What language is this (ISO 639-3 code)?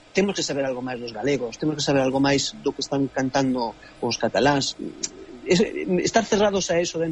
glg